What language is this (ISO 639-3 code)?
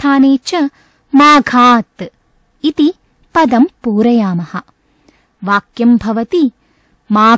san